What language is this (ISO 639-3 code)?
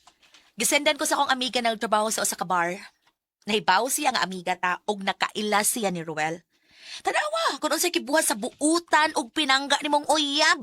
ceb